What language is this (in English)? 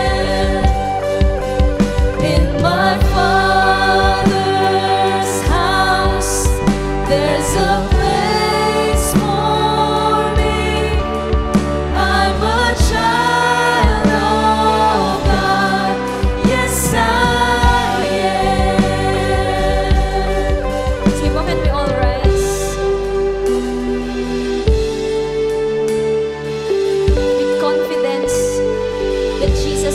Filipino